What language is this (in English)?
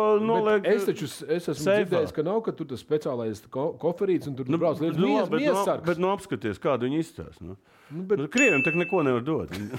Latvian